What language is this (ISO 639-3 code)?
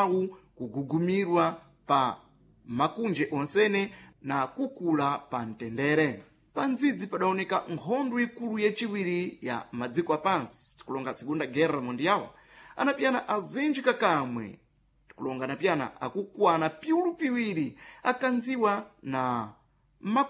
seh